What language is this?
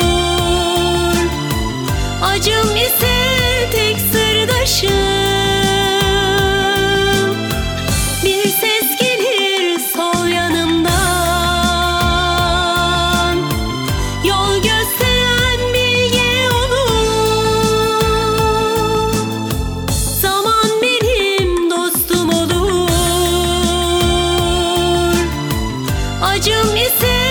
Turkish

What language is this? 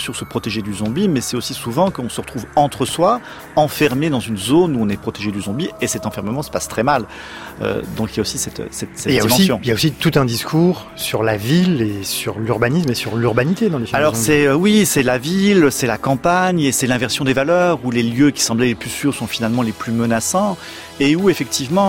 French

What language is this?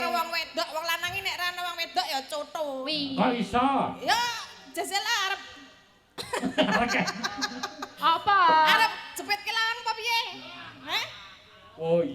Javanese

